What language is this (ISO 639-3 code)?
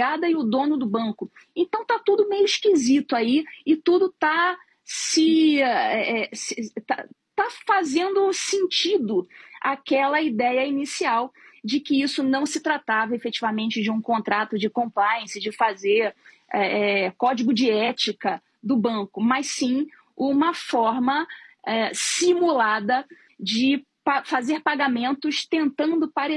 por